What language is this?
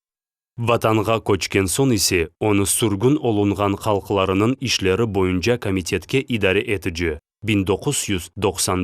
Crimean Tatar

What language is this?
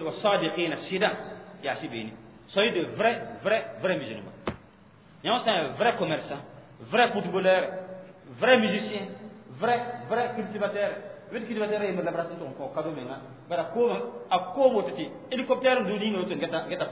Mossi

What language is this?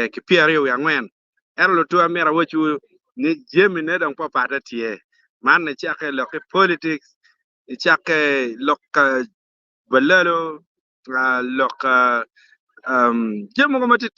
Acoli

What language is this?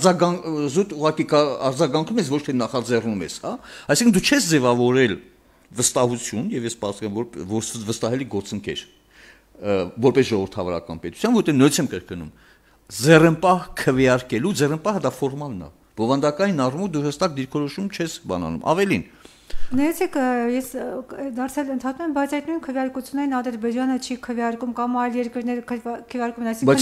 Armenian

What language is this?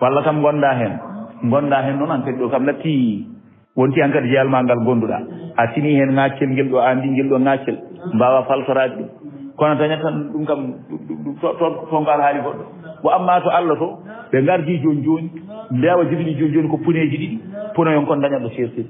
Fula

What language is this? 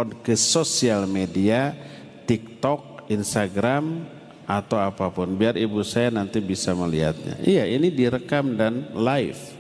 Indonesian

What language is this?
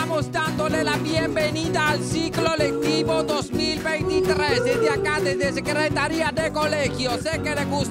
Spanish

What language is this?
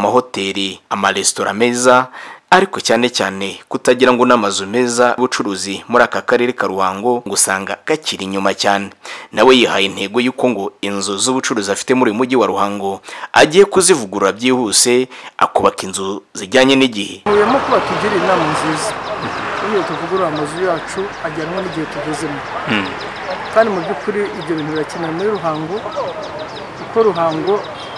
Kinyarwanda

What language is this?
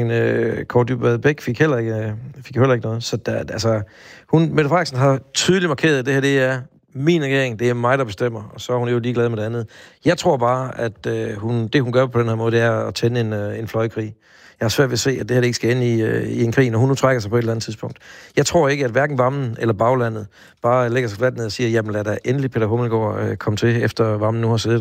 Danish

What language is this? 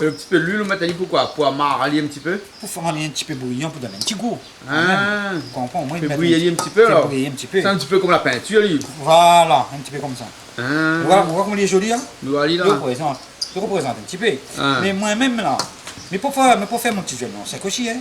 Réunion Creole French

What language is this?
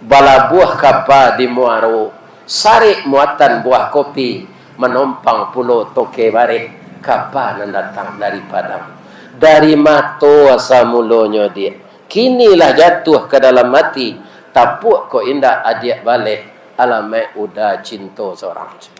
Minangkabau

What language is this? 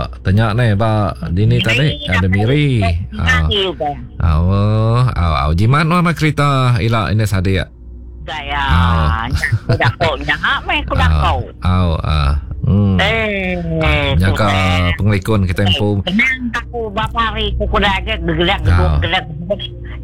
Iban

